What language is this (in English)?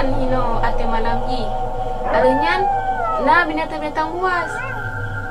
Achinese